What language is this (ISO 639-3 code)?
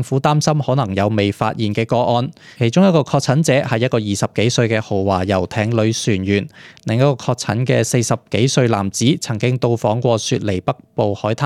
yue